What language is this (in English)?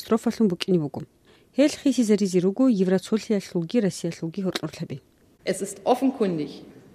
Avaric